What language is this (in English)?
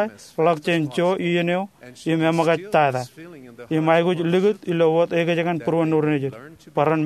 Marshallese